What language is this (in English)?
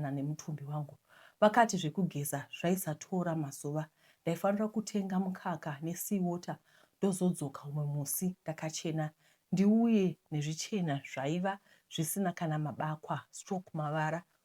Shona